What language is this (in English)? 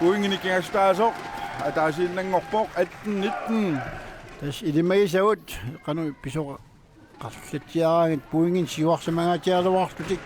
Kalaallisut